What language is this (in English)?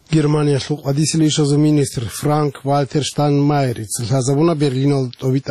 Avaric